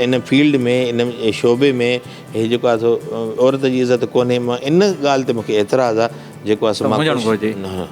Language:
Sindhi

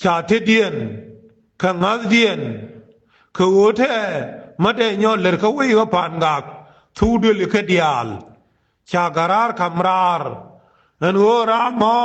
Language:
Nuer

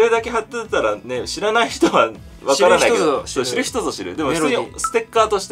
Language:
Japanese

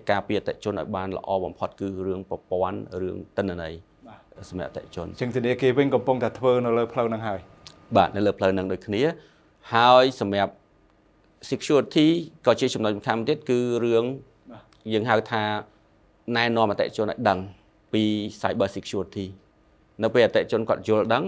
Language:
Khmer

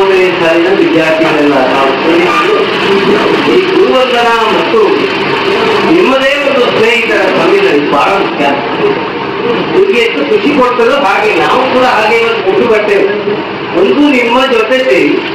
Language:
Kannada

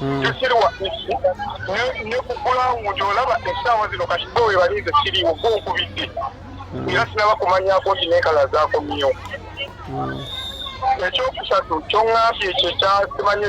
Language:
Ganda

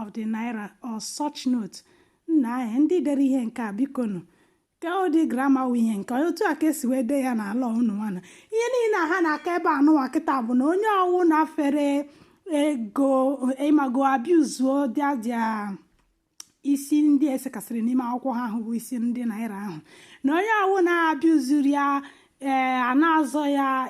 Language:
Igbo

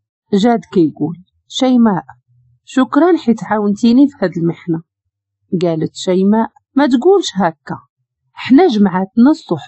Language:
Moroccan Arabic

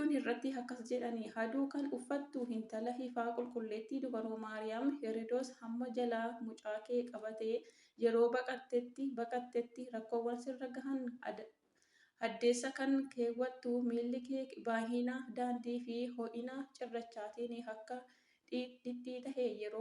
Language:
Oromo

